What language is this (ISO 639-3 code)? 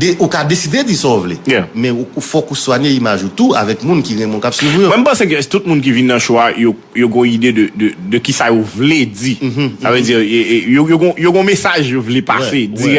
hat